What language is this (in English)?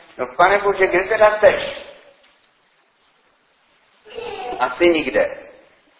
Czech